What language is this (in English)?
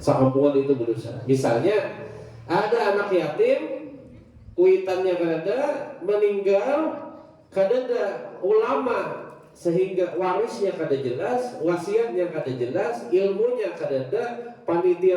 Banjar